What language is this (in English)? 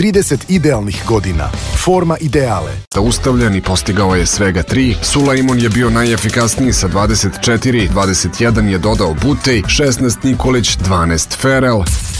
Serbian